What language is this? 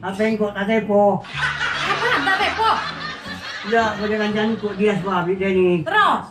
Madurese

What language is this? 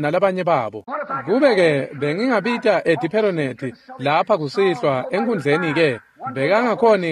Swati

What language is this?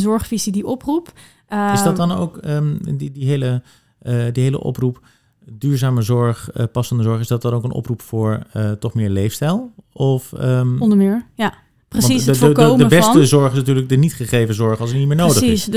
Dutch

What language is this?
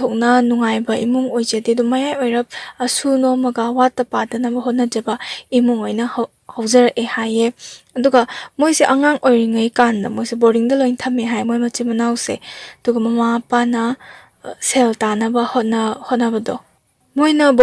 Manipuri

